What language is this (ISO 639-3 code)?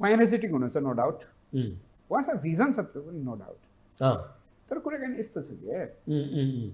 nep